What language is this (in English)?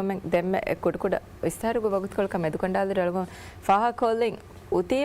Divehi